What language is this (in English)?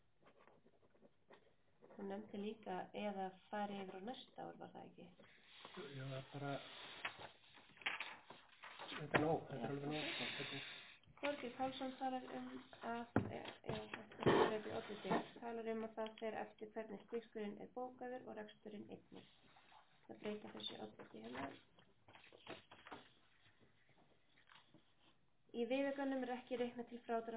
Icelandic